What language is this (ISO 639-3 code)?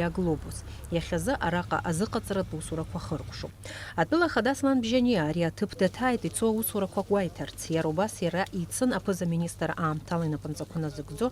abk